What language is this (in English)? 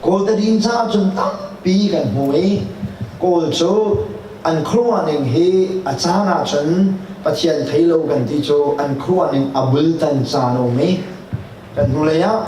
Hakha Chin